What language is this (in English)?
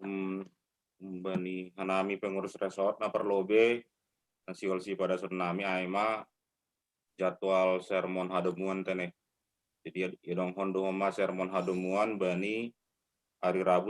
Batak Simalungun